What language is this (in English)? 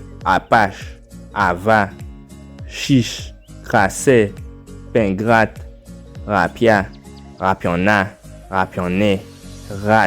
Guadeloupean Creole French